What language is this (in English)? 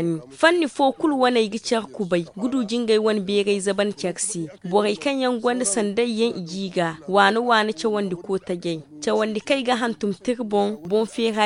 Zarma